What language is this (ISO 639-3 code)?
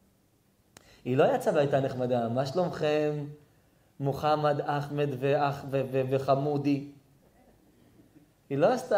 heb